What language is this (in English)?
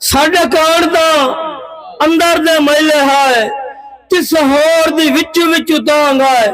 Saraiki